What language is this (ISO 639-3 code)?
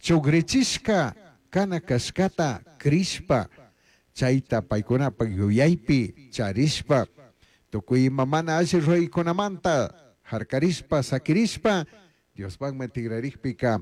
qug